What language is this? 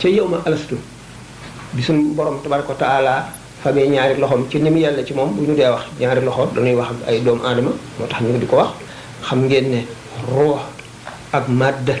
Wolof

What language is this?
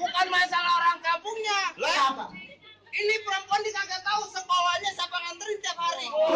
Betawi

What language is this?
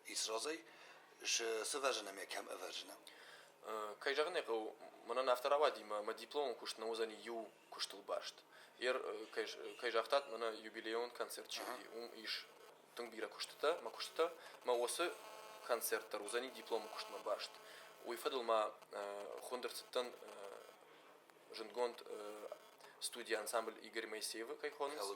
Ossetic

